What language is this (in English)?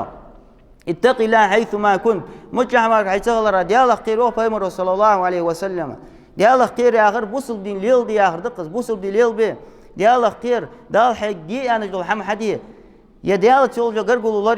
Ingush